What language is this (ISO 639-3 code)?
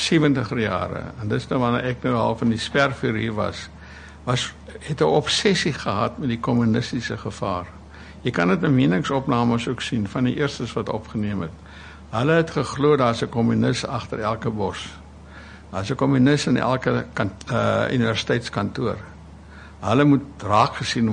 afr